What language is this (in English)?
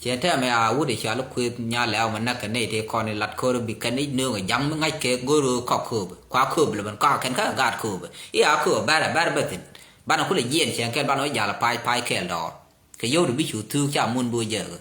Nuer